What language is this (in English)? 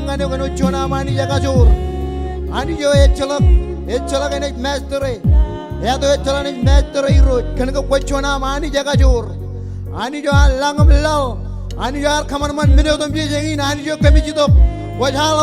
Marshallese